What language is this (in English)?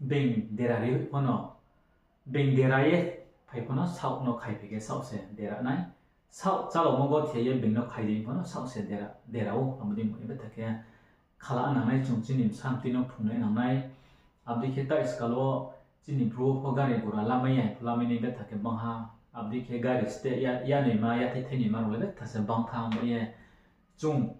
Riang (India)